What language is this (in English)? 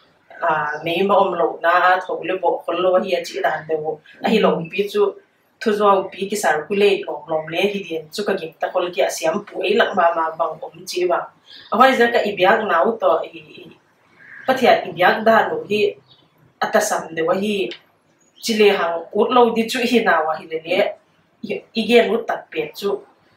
Paite Chin